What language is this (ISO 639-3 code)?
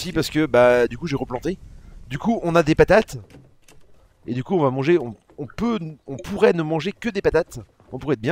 fra